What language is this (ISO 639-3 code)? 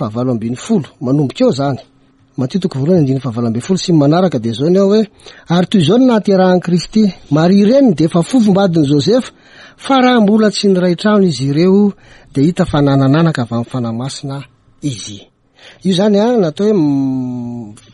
mlg